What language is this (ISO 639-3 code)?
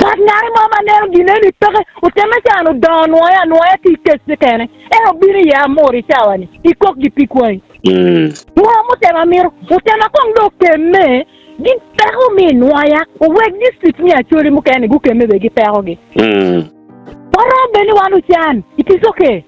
ach